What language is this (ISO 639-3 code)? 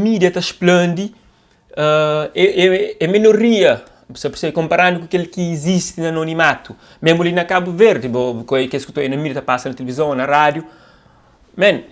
kea